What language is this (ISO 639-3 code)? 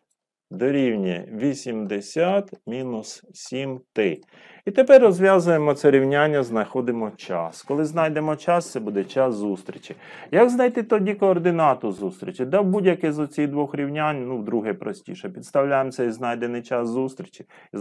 ukr